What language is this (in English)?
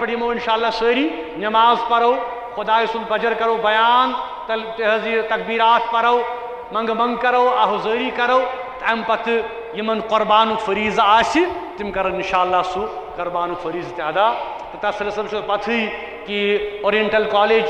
Kashmiri